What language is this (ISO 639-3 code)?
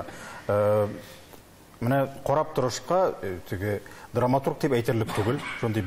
tat